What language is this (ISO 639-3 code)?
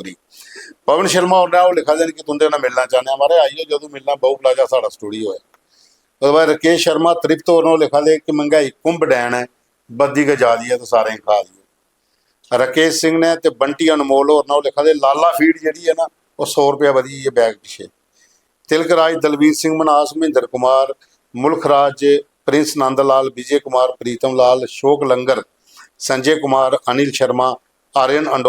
doi